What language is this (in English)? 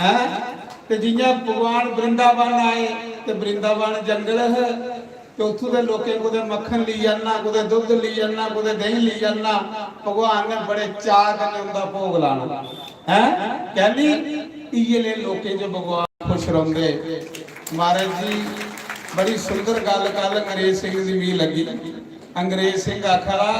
Dogri